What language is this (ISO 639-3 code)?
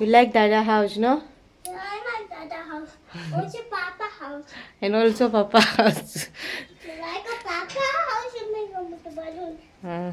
kok